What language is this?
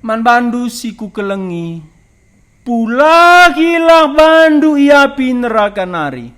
Batak Karo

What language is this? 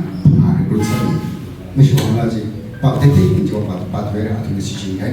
Tangkhul Naga (India)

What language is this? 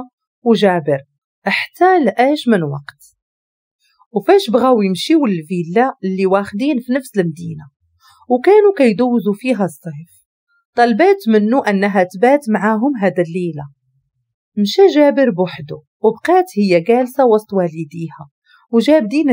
Moroccan Arabic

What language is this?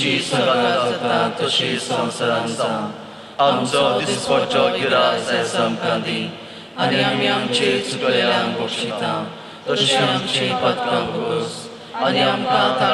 Konkani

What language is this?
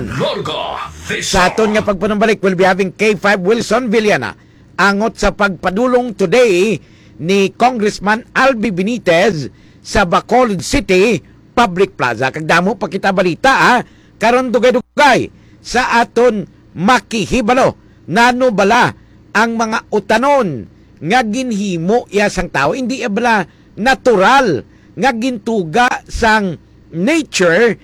Hiligaynon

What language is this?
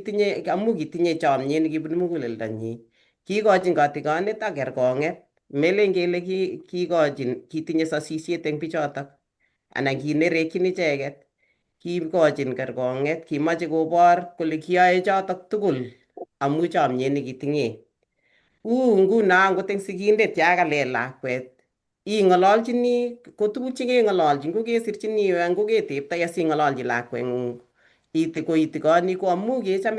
Kalenjin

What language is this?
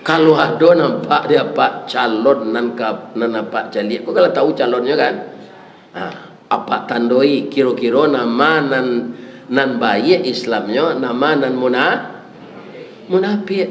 Minangkabau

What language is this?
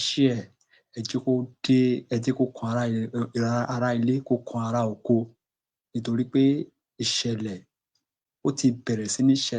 Yoruba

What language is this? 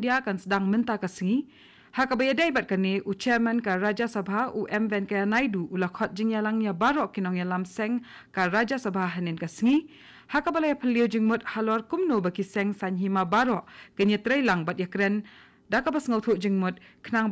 Khasi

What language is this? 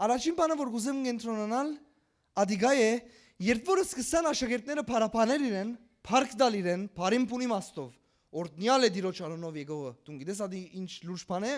Western Armenian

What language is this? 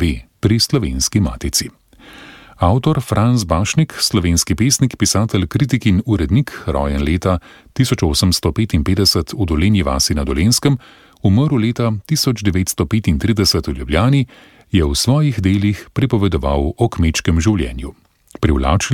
Slovenian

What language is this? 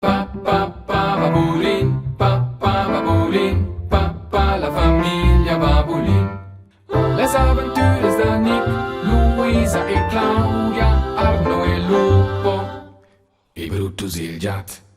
Romansh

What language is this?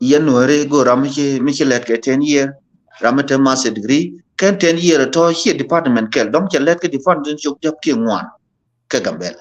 Nuer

